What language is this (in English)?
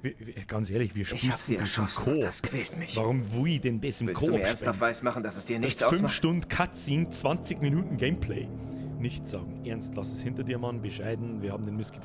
Bavarian